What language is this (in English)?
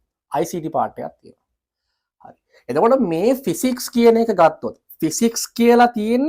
Sinhala